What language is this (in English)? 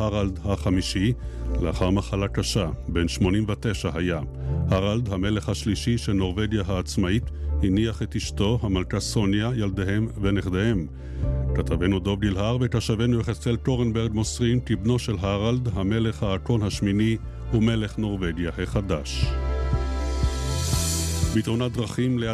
Hebrew